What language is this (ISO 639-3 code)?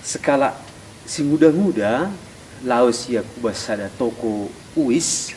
btx